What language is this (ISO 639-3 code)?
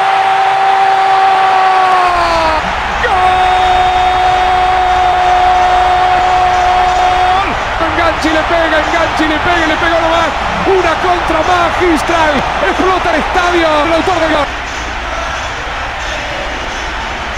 spa